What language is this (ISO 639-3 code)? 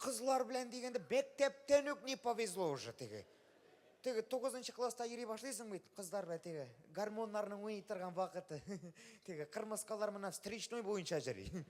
tat